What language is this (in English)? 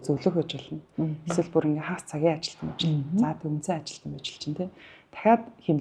Mongolian